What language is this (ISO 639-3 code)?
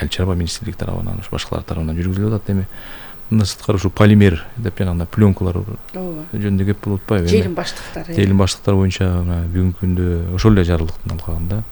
kir